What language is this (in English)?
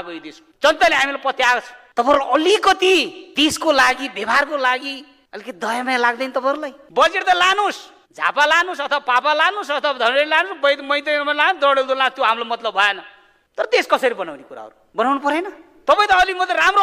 Nepali